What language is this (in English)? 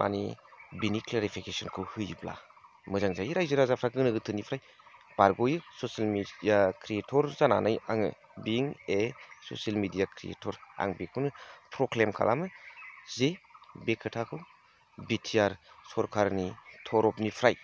Bodo